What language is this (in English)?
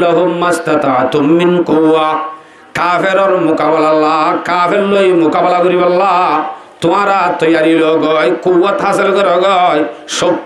Rohingya